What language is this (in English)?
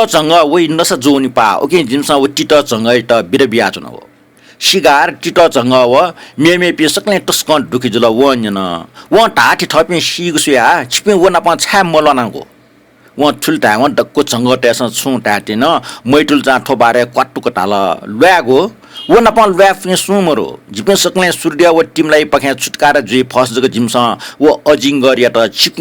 Newari